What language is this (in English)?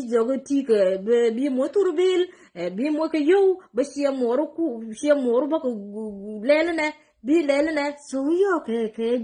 Nuer